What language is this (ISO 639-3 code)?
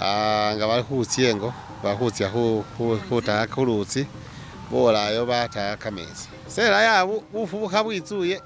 myx